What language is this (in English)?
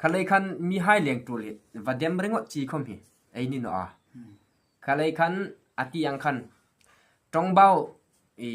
Hmar